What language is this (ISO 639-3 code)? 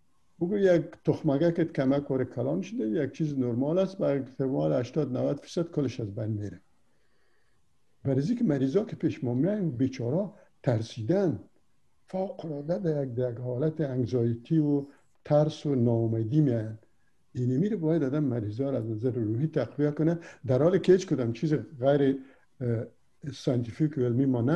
fas